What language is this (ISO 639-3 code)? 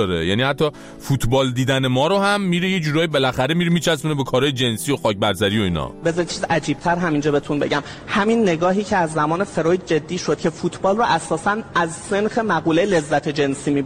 fas